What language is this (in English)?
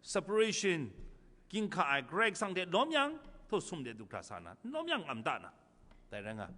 Kachin